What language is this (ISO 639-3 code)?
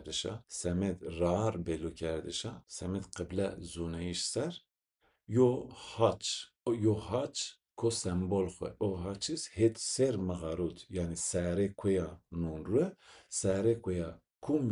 zza